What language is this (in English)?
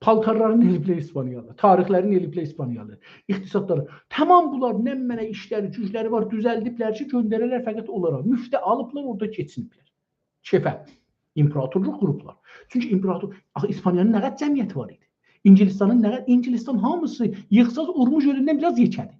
South Azerbaijani